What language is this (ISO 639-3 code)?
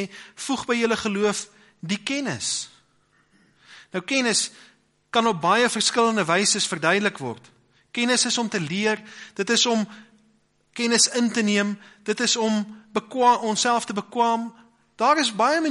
afr